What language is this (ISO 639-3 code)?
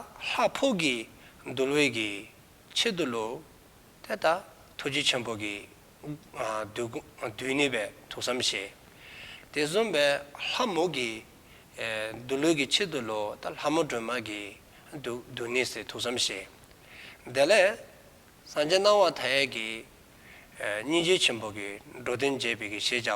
dzo